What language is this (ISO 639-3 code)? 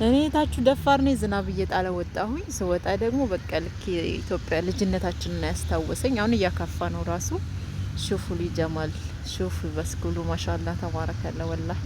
amh